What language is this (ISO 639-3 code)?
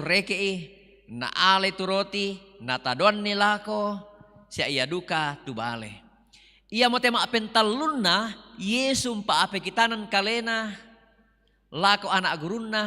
sda